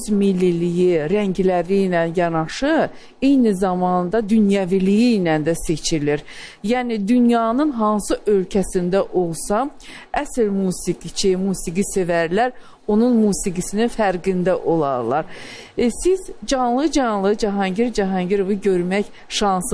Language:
Azerbaijani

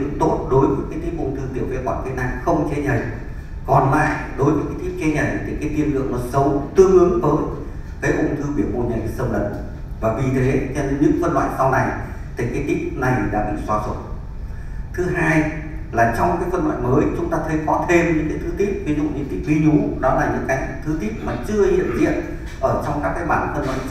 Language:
Vietnamese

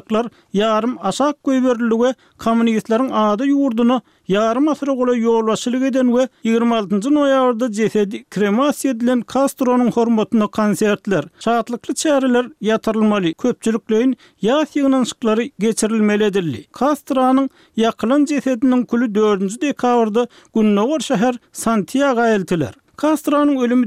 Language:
Turkmen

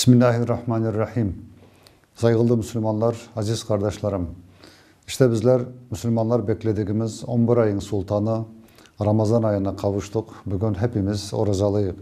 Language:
Crimean Tatar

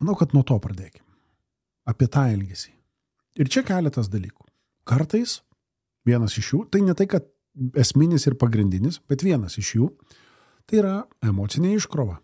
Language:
Lithuanian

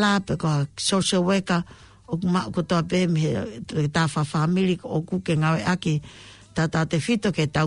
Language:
Tongan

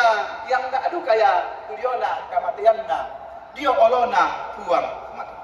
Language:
Toraja-Sa'dan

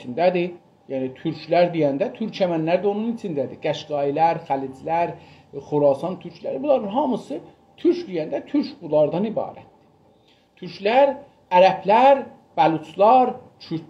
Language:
South Azerbaijani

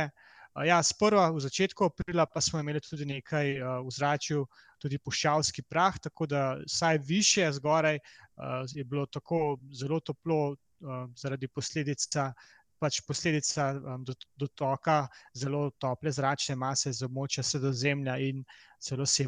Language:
Slovenian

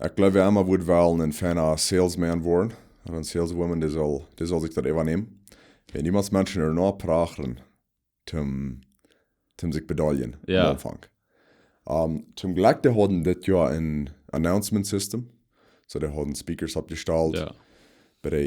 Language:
Plautdietsch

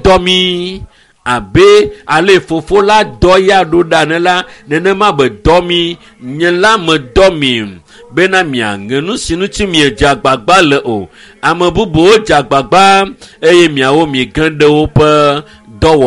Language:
Ewe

